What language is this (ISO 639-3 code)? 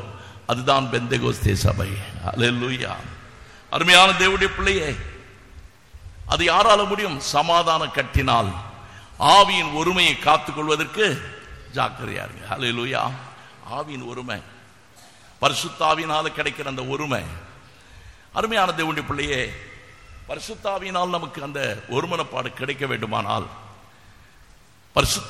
tam